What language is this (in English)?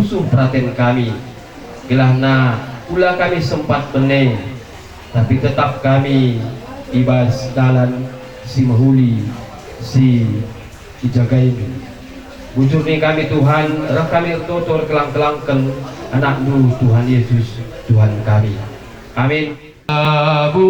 Batak Karo